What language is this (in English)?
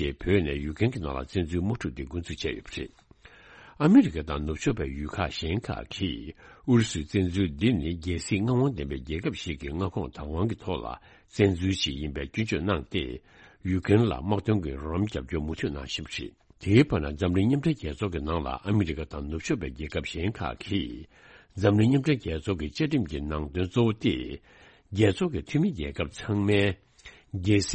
Tibetan